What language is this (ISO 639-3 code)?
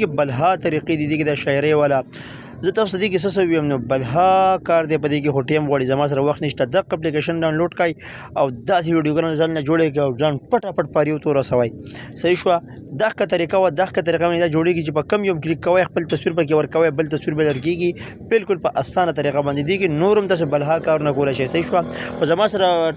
pus